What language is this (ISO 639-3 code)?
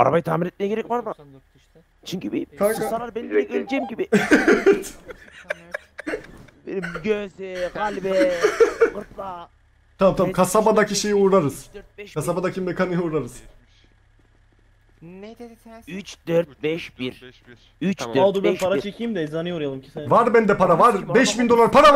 tur